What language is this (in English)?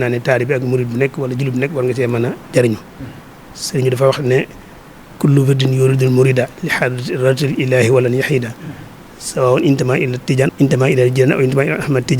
Wolof